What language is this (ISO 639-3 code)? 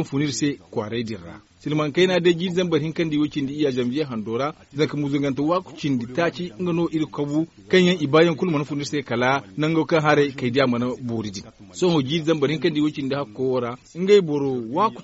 dje